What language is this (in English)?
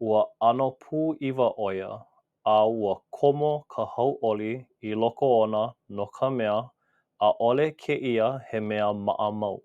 Hawaiian